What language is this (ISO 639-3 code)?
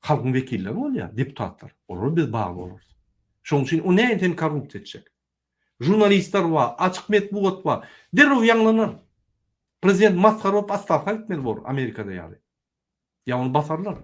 tuk